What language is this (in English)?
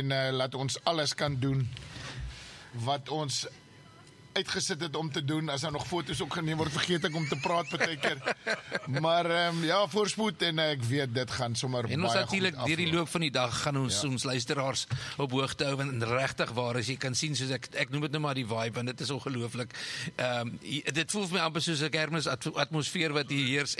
Afrikaans